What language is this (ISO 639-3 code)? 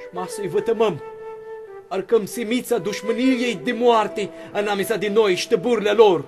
rup